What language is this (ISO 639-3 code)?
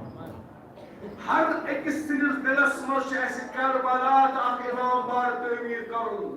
kas